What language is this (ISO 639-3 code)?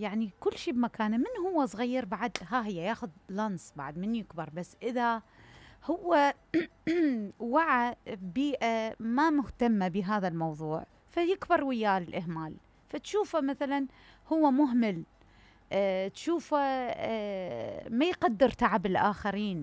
acm